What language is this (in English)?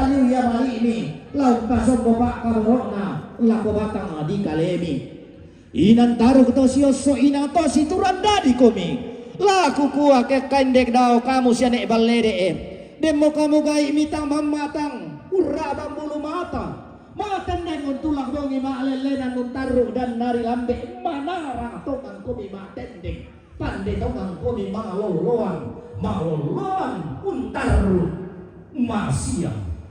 Toraja-Sa'dan